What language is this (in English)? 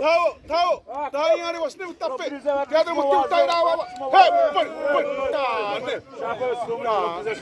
Xavánte